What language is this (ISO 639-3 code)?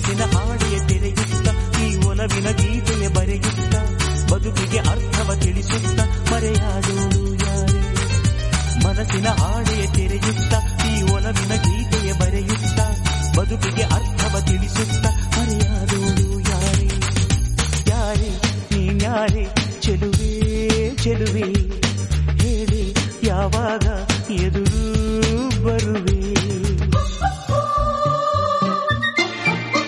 kan